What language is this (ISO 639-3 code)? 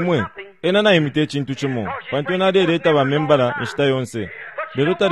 bem